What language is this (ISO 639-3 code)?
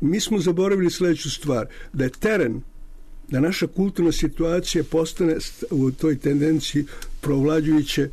srp